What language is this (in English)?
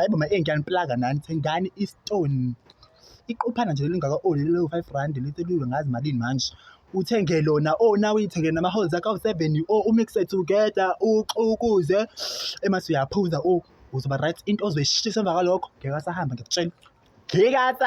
Zulu